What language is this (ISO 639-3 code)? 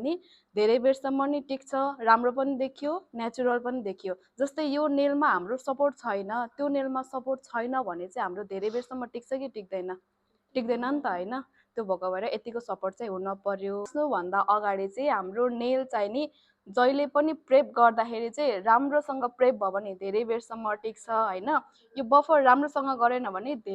nep